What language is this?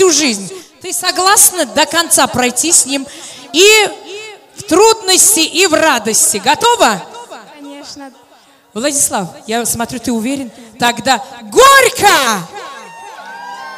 Russian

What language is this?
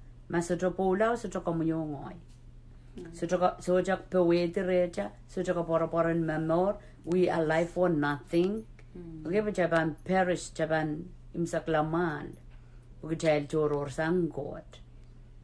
Pohnpeian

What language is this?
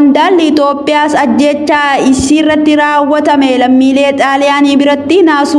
Oromo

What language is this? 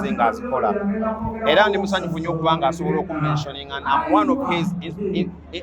Ganda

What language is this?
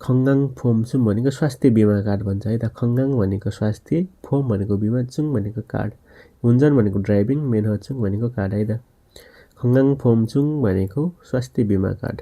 Nepali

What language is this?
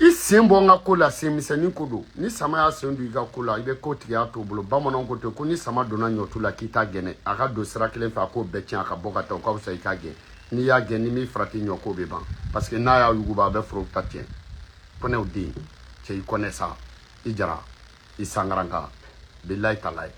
Bambara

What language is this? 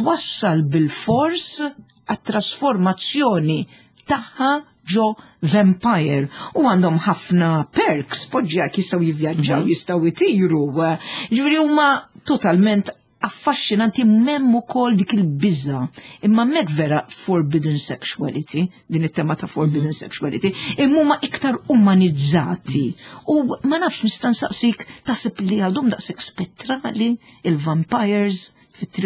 Maltese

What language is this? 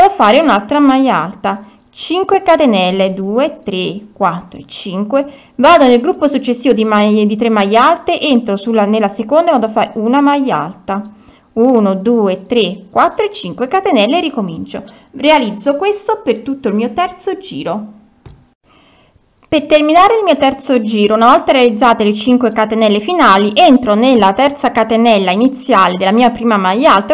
Italian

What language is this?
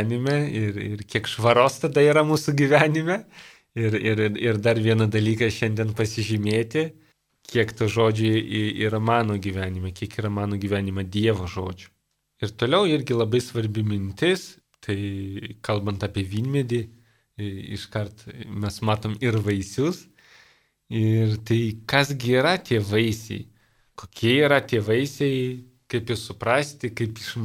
Lithuanian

